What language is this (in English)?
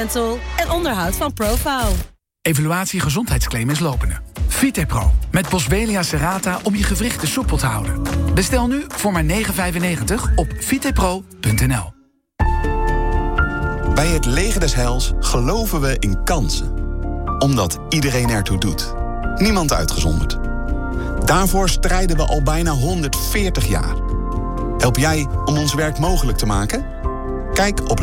Dutch